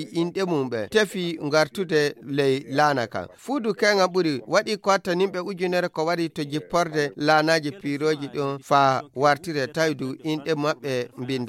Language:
Nigerian Fulfulde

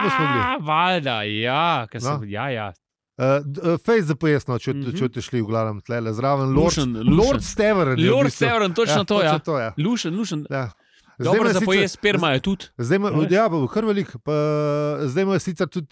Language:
Slovenian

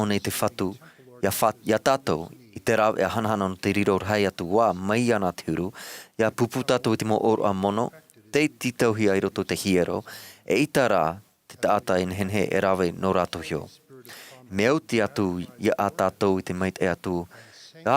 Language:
Tahitian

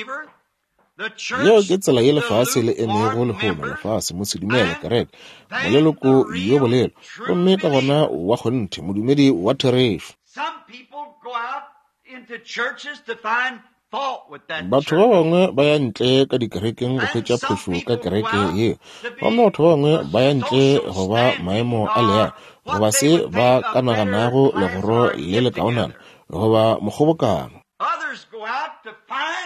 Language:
Northern Sotho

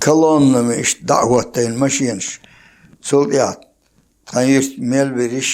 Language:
Chechen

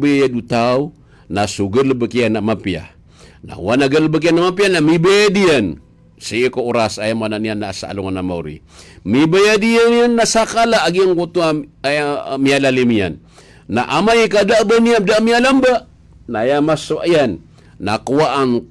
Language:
Maranao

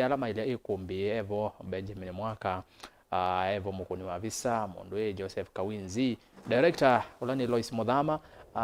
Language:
Kamba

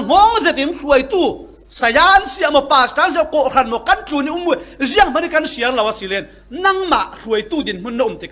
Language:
Falam Chin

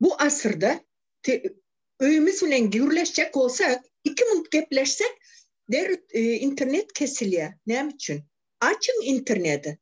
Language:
Turkmen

